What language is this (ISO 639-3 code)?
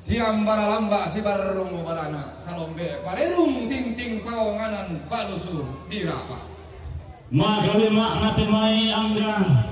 sda